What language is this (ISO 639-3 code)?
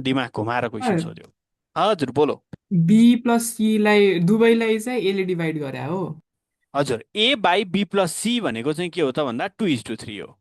nep